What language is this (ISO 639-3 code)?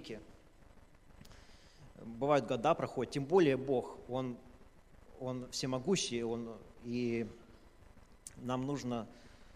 rus